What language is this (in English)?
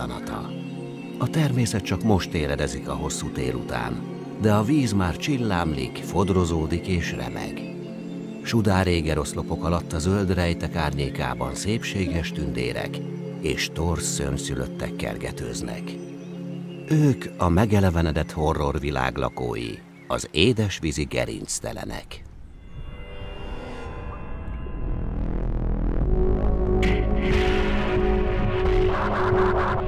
Hungarian